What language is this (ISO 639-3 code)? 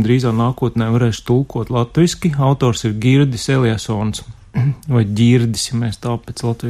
lav